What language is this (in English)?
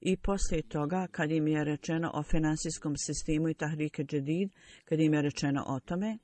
Bosnian